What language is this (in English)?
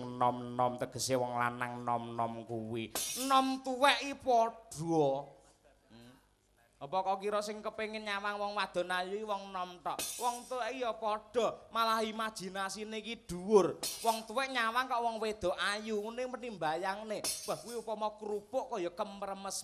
Javanese